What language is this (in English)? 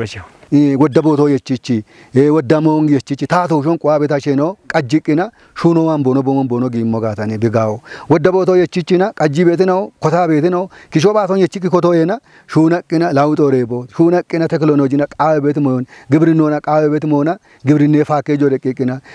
Kafa